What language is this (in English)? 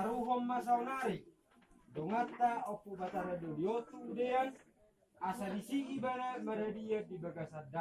Batak Toba